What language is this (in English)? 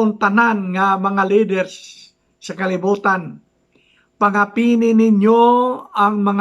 Hiligaynon